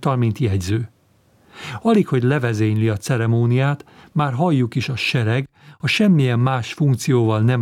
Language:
Hungarian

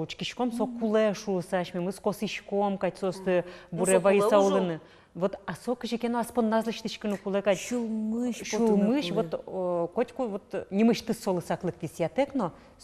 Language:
Udmurt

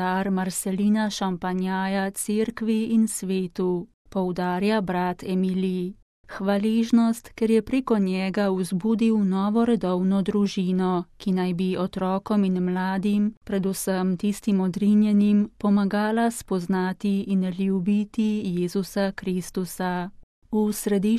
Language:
Slovenian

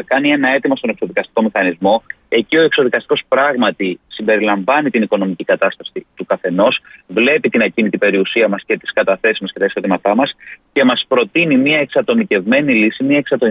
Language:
Greek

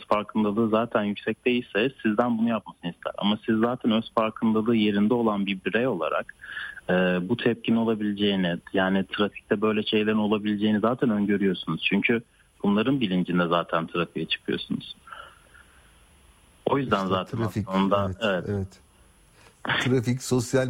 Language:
Turkish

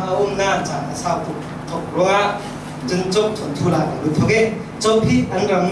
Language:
Falam Chin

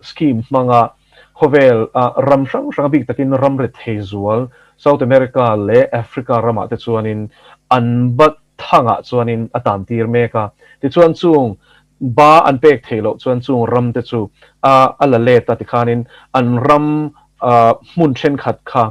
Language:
Mizo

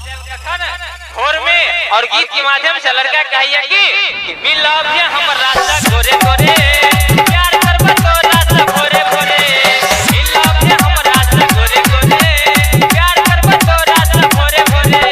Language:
Maithili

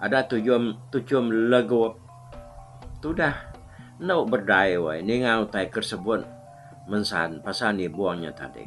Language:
Iban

